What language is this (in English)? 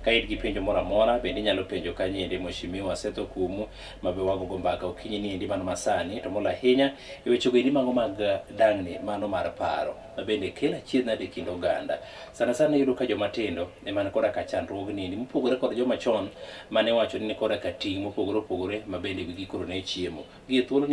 Luo (Kenya and Tanzania)